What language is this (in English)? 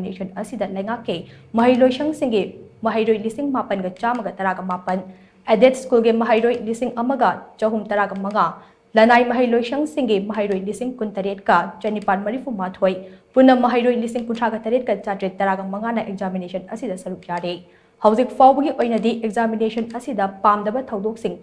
Manipuri